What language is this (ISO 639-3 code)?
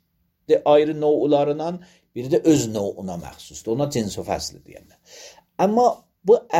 aze